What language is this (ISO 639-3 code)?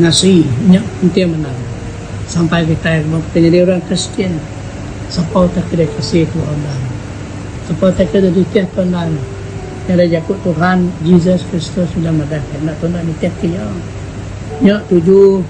iba